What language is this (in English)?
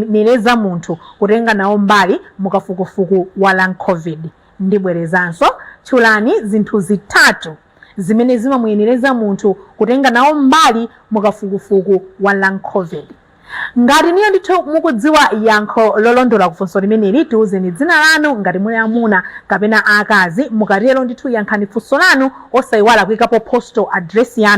Nyanja